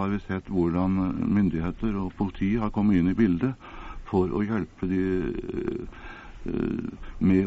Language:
Norwegian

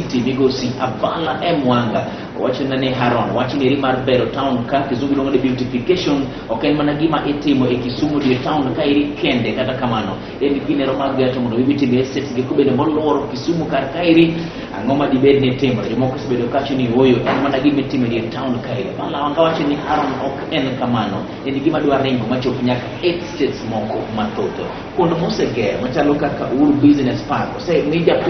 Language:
Luo (Kenya and Tanzania)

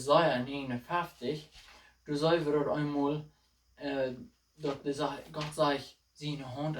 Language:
Plautdietsch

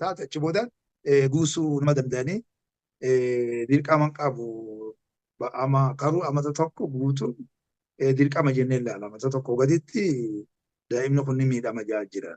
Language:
Oromo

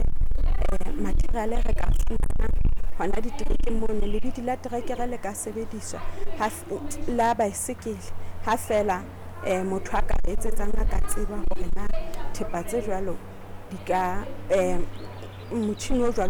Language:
Southern Sotho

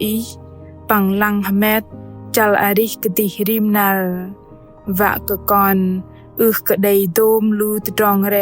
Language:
Bahnar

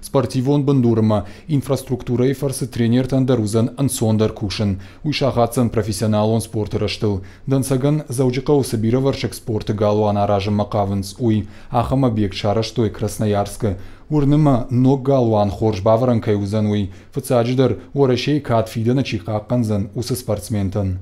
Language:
Ossetic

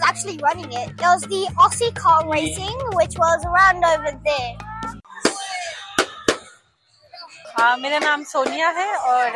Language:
Hindi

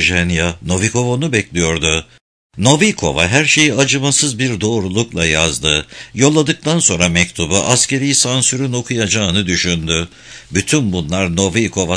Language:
Turkish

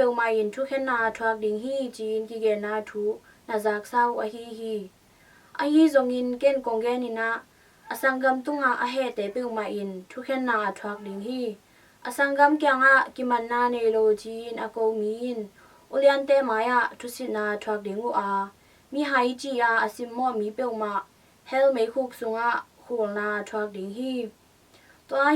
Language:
Tedim Chin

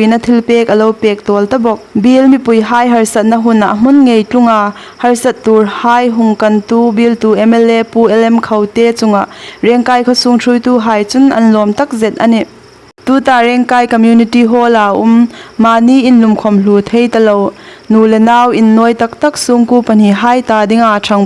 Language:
Hmar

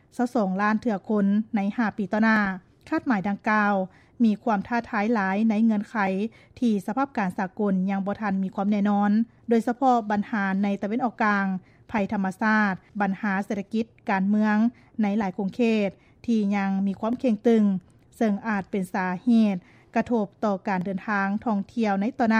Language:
Lao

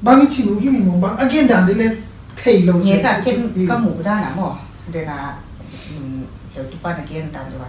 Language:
Paite Chin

